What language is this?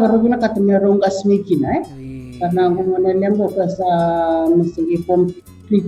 Fijian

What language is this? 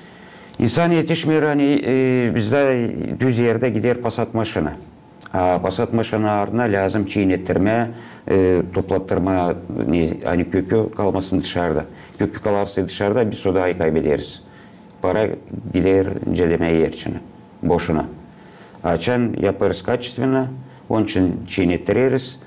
Gagauz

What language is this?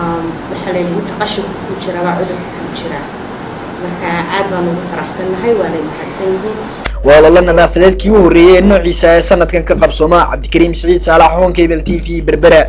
Somali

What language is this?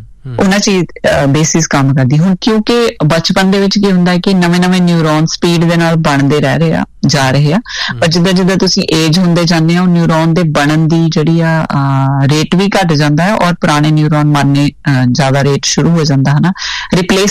Punjabi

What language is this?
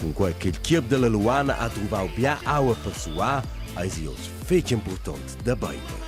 Romansh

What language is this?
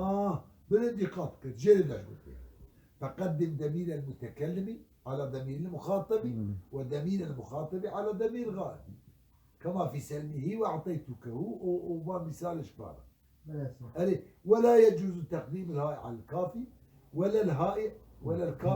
Kurdish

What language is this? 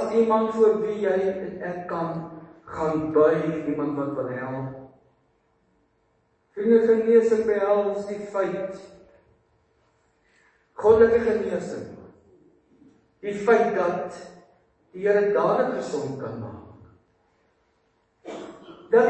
Afrikaans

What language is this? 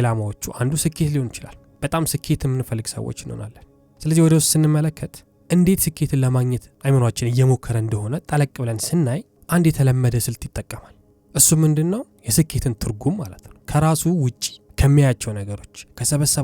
Amharic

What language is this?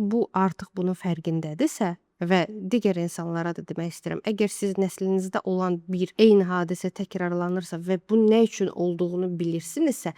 Azerbaijani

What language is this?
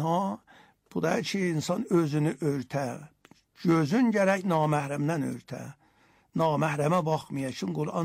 Azerbaijani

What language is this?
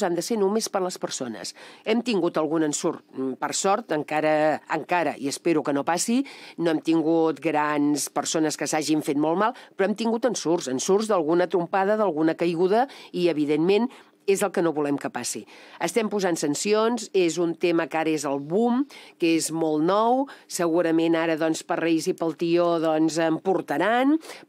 Catalan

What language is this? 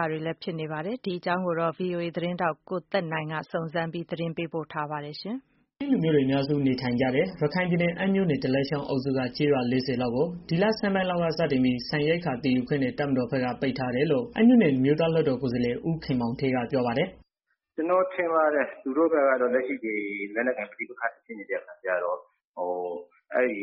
Burmese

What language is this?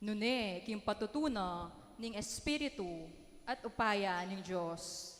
Pampanga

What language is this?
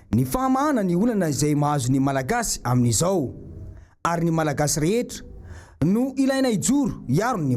Malagasy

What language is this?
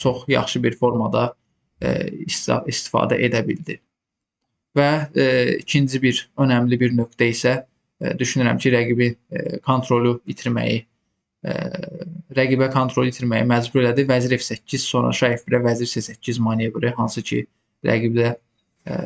Azerbaijani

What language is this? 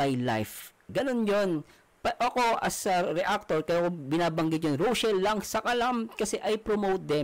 Filipino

